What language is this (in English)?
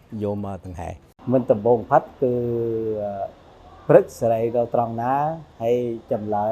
Khmer